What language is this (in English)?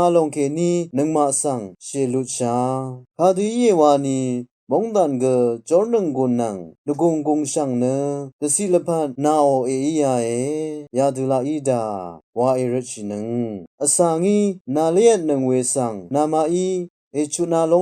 Rawang